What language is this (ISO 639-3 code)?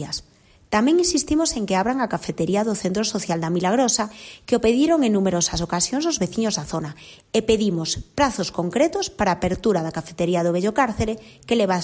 glg